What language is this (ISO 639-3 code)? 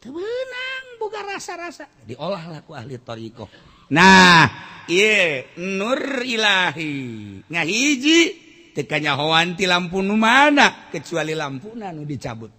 sun